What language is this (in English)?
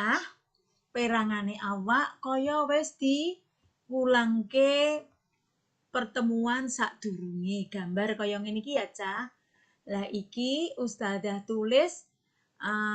Javanese